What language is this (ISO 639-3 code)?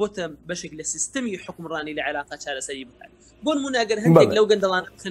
ckb